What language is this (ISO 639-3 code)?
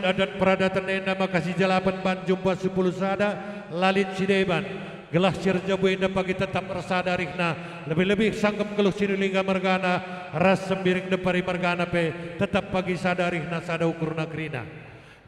btx